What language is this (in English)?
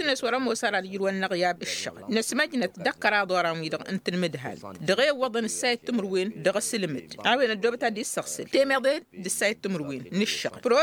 Tamasheq